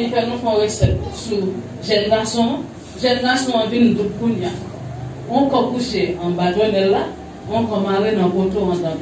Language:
Haitian Creole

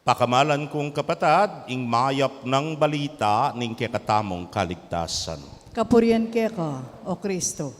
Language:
Pampanga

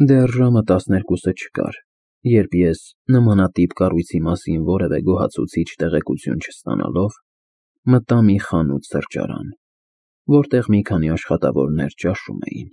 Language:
Armenian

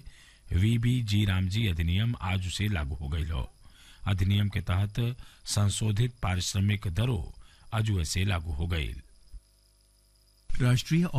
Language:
Bhojpuri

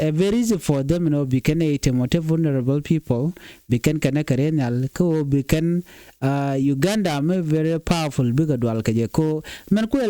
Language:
Nuer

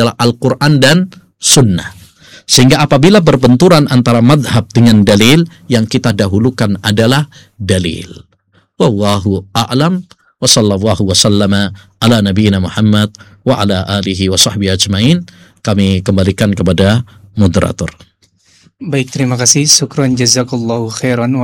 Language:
Indonesian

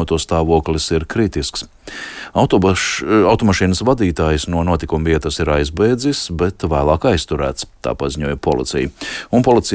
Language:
Latvian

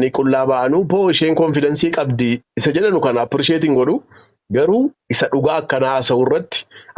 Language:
Oromo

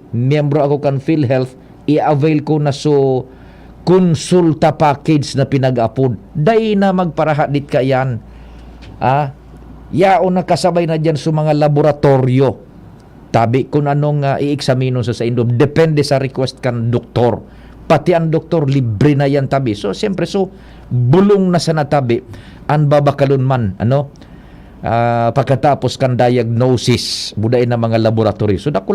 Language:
Bikol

